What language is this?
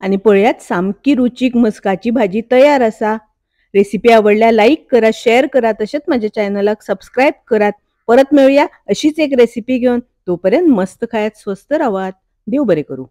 Konkani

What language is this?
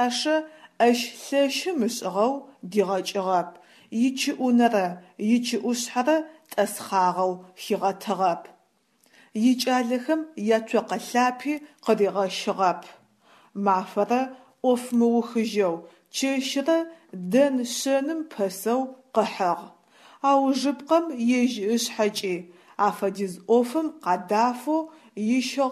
Adyghe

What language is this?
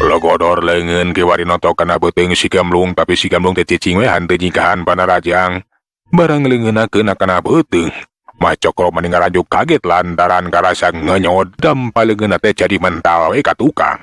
Sundanese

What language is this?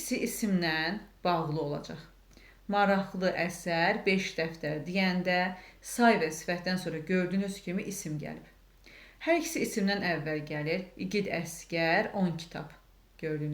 Azerbaijani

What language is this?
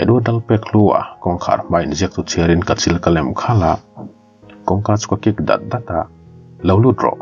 Mizo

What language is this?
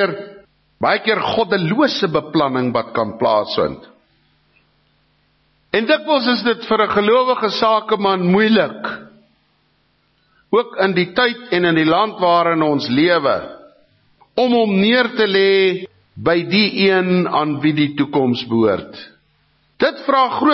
Afrikaans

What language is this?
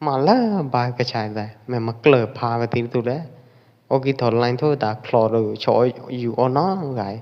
Pwo Eastern Karen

